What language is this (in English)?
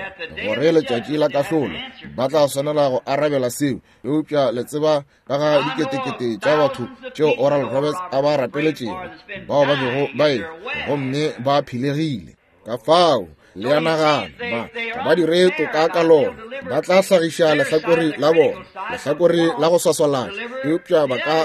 Northern Sotho